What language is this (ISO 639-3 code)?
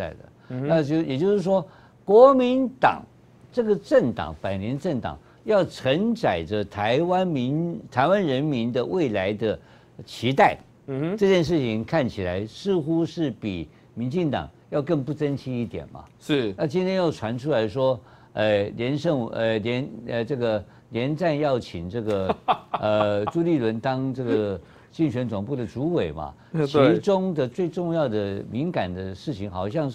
zho